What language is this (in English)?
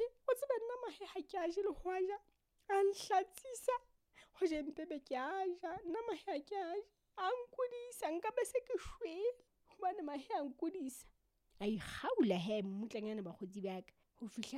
Southern Sotho